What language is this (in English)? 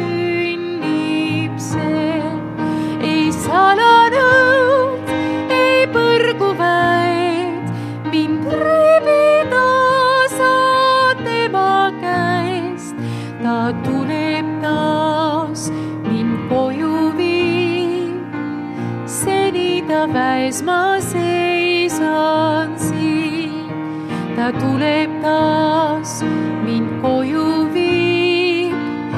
Estonian